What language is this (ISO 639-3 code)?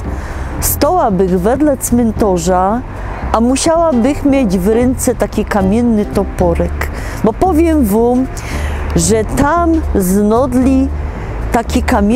szl